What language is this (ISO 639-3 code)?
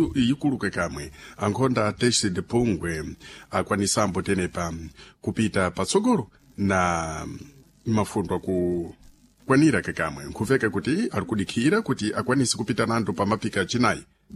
seh